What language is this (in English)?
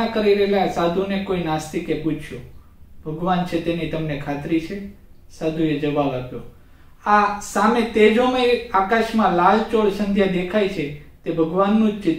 Gujarati